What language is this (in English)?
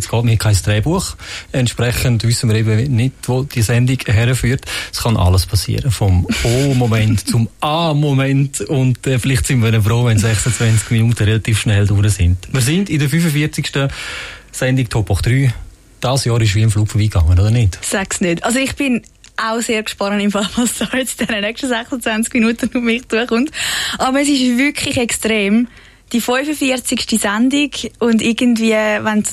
Swiss German